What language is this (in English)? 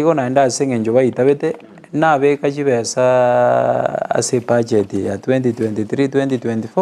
Gusii